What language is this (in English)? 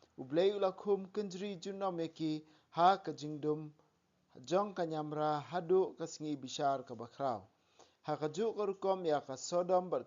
Khasi